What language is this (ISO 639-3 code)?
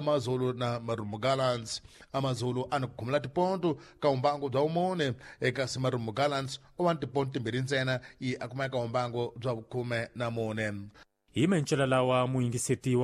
tso